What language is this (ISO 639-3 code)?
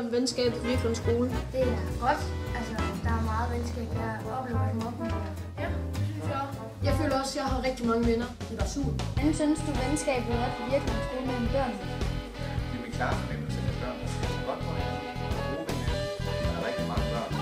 dan